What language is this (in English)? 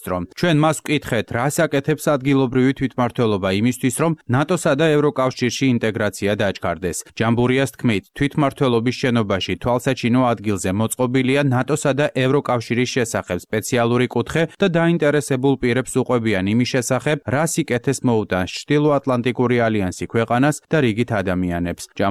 Georgian